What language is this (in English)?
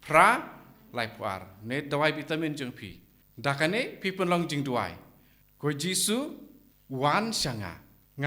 Khasi